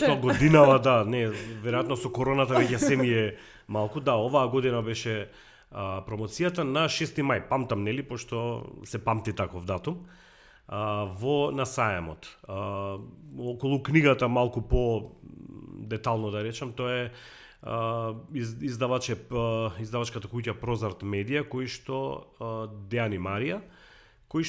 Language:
Macedonian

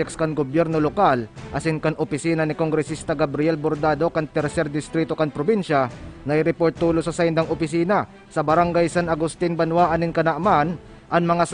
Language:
Bikol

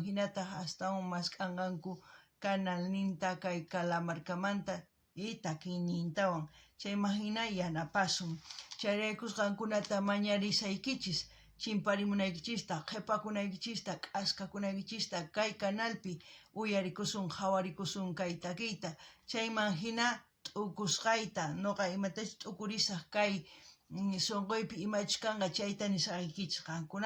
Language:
South Bolivian Quechua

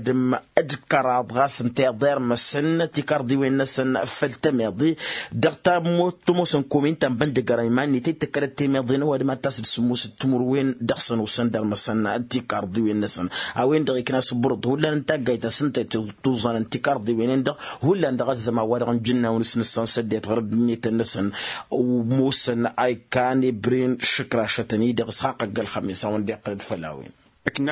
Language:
Tamasheq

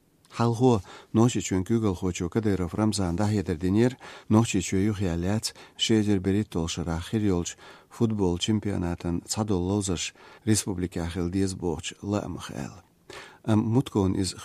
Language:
Chechen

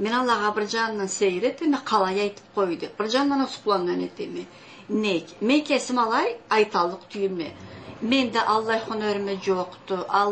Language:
Karachay-Balkar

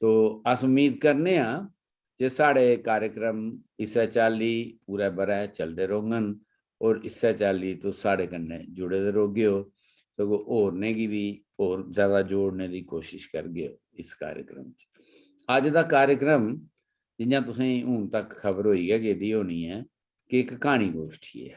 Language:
Dogri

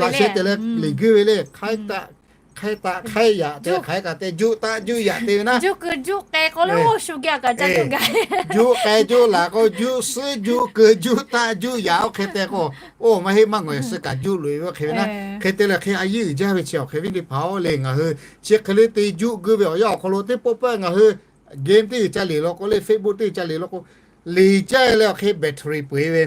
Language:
Lahu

